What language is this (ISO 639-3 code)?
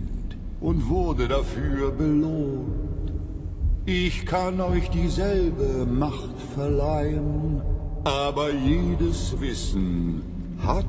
bar